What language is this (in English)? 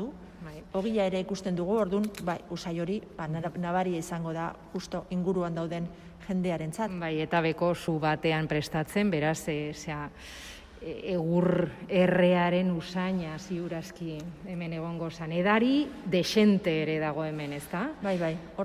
Basque